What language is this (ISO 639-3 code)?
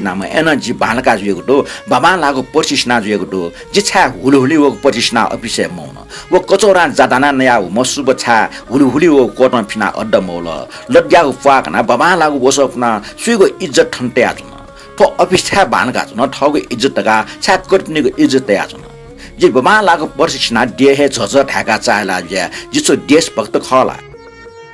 new